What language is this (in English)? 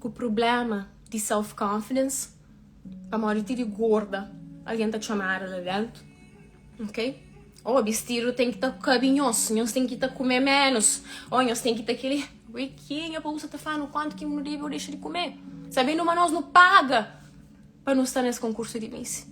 Kabuverdianu